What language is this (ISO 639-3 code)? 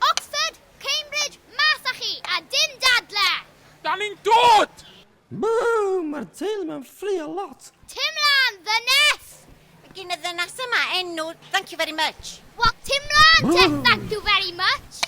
cym